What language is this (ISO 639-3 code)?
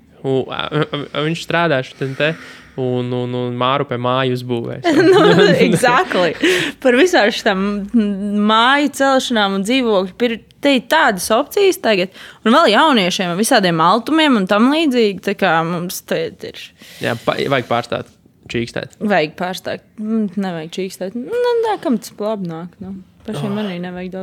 lav